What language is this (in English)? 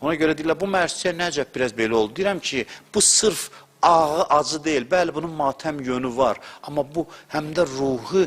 Azerbaijani